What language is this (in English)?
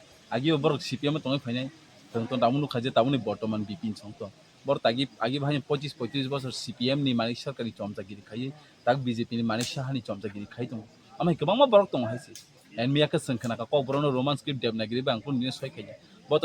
Kok Borok